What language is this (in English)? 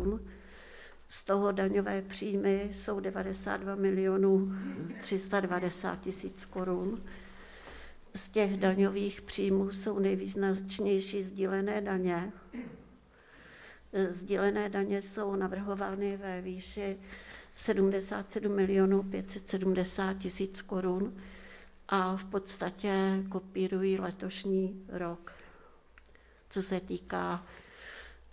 Czech